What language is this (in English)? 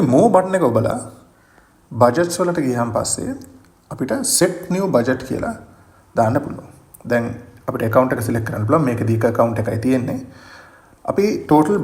Sinhala